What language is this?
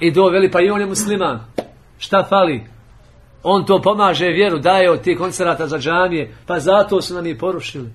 Bosnian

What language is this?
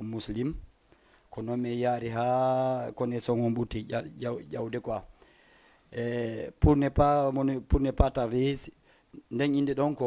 Fula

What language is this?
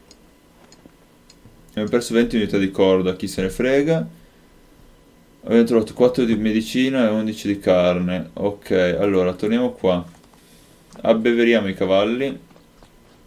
Italian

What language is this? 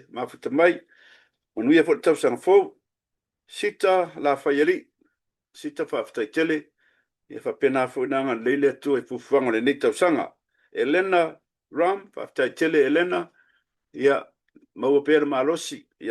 Samoan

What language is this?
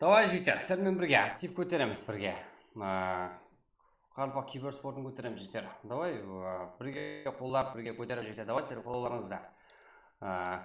Kara-Kalpak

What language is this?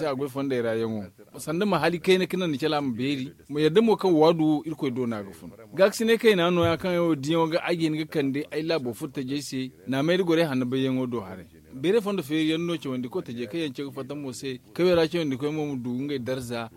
Zarma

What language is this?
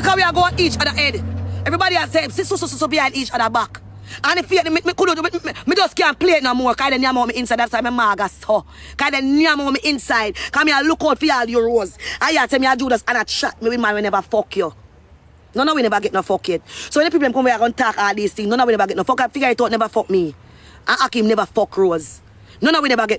Jamaican Creole English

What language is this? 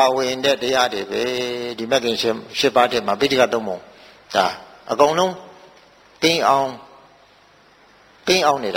Burmese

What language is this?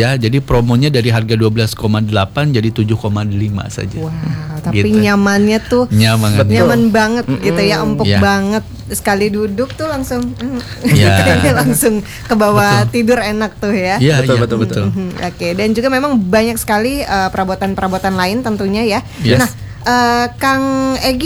Indonesian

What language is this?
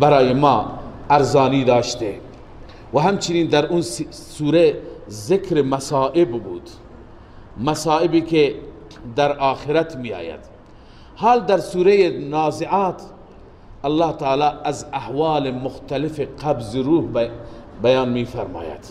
Persian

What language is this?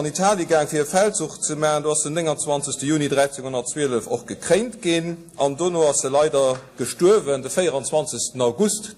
Luxembourgish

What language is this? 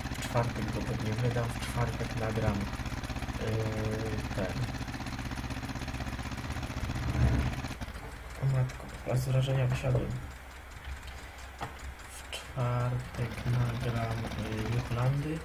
Polish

